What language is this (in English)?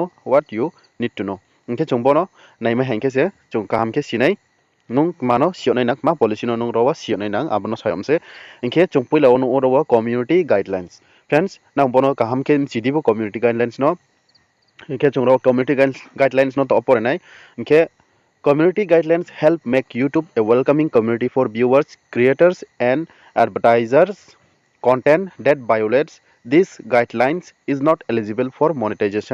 Riang (India)